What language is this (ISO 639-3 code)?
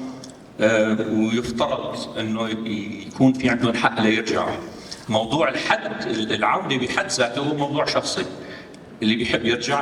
apc